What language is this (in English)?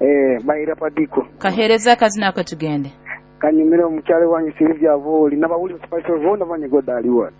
Nyoro